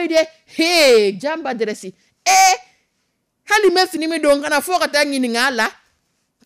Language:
Dyula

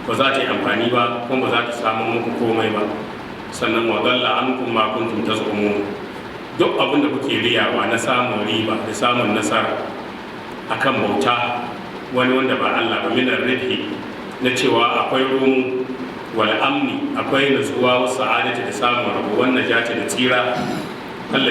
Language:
Hausa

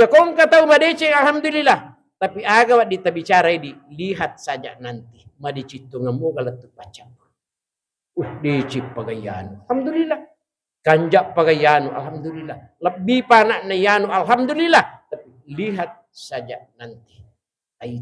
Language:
Buginese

